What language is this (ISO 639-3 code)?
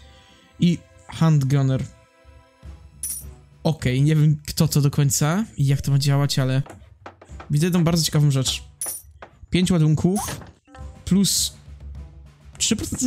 pol